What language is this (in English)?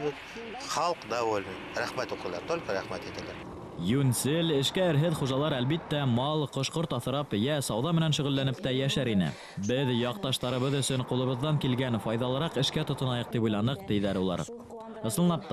Bashkir